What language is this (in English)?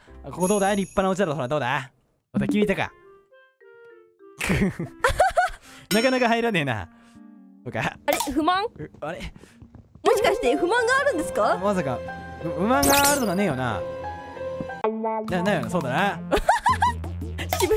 Japanese